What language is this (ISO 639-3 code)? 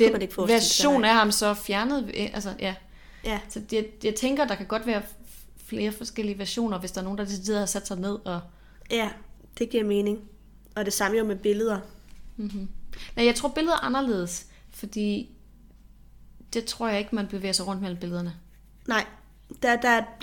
dan